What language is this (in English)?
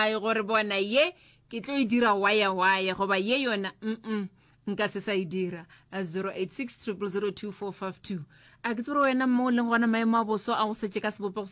Northern Sotho